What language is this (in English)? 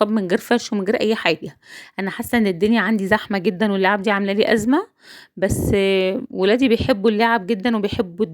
Egyptian Arabic